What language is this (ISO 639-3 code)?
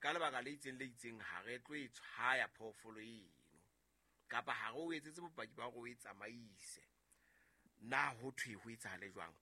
sot